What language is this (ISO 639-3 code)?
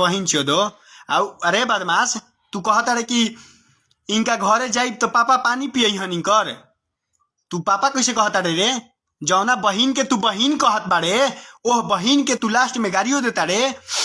bho